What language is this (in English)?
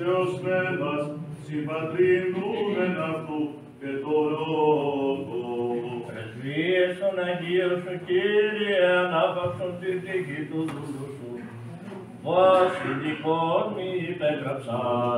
Greek